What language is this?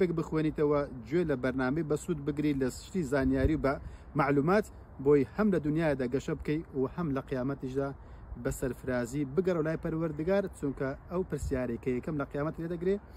Central Kurdish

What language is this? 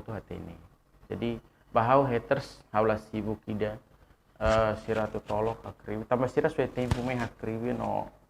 Tetum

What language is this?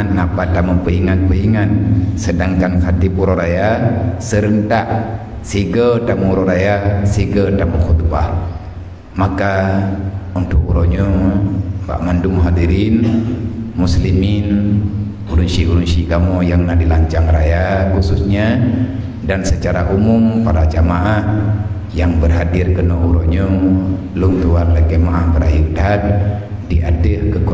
Achinese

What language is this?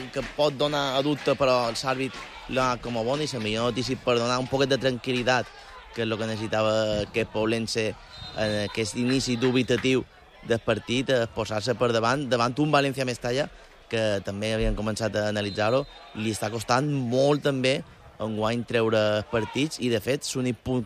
Catalan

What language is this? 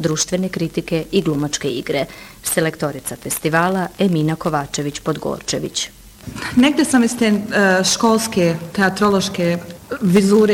Bosnian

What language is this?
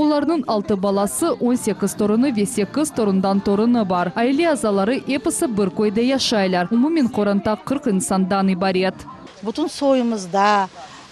Crimean Tatar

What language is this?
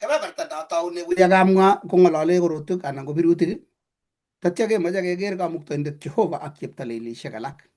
Kalenjin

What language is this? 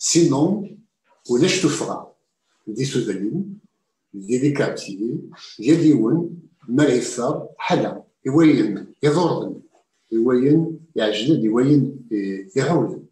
Kabyle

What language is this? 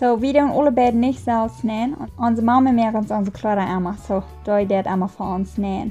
Plautdietsch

